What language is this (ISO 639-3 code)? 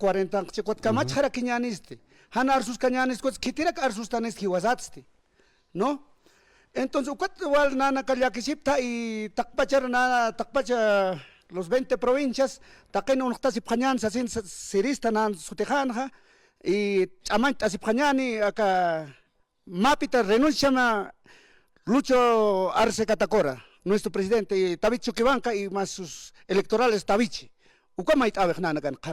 aym